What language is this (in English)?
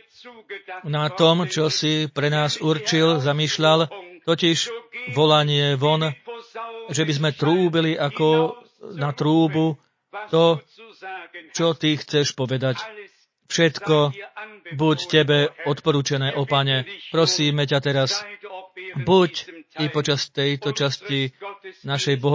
Slovak